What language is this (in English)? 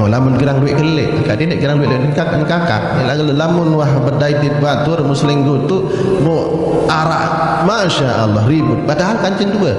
Sasak